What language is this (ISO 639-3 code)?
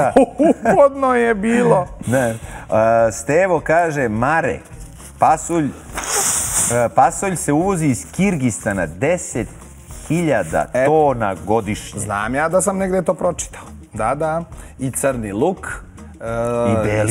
srp